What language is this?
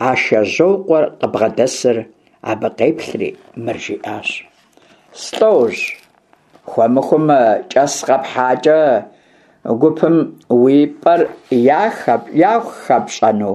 Kabardian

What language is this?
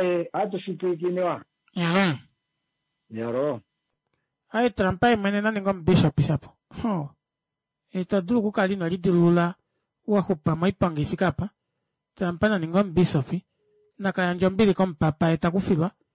Kuanyama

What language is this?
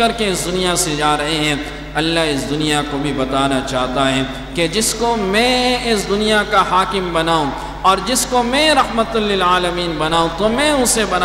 Urdu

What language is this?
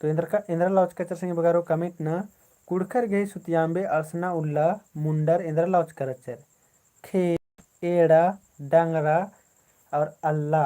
Kurukh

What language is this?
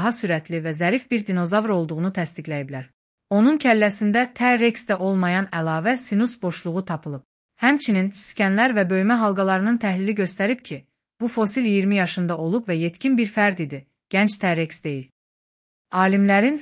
Azerbaijani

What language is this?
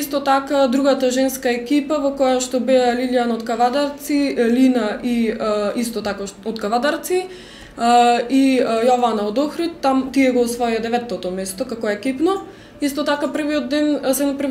Macedonian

